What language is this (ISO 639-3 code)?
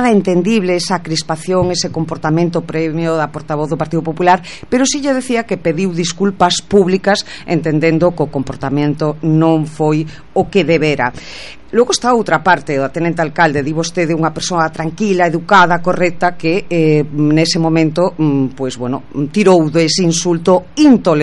glg